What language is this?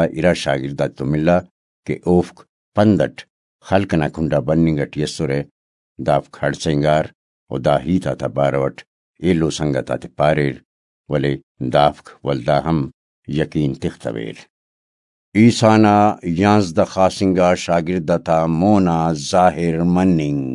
Brahui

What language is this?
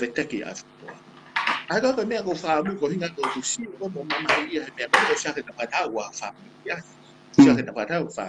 Tongan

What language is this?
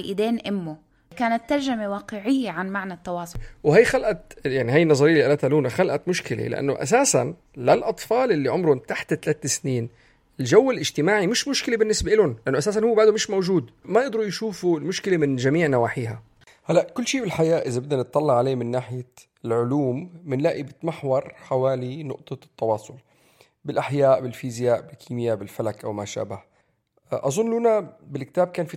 North Levantine Arabic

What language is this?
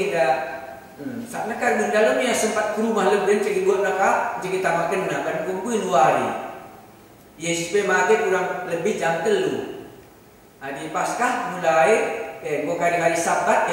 Batak Karo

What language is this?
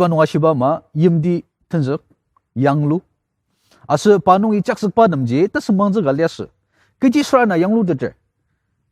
Ao Naga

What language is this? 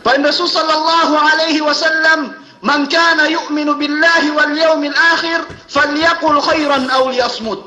Yakan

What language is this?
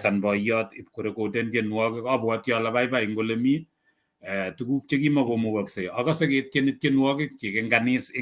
Kalenjin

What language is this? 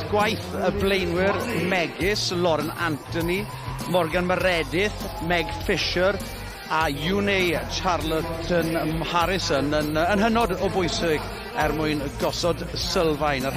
Welsh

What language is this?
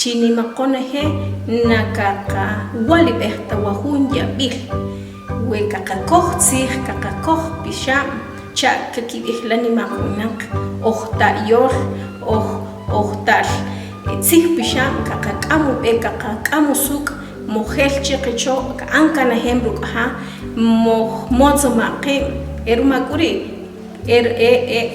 Achi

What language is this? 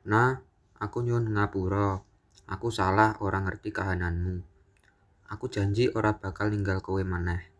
Javanese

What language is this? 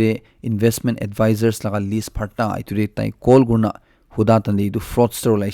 Naga Pidgin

